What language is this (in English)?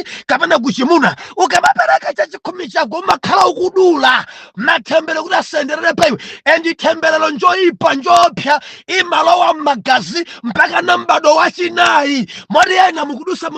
Nyanja